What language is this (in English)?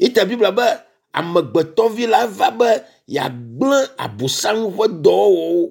Ewe